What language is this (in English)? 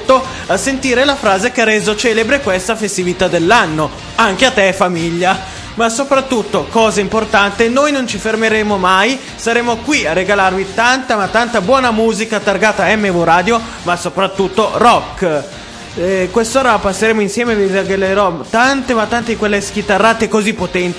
Italian